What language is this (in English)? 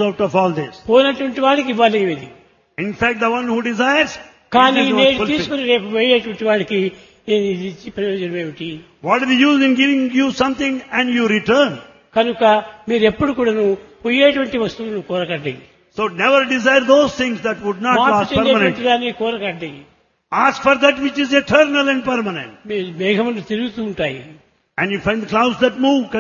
Telugu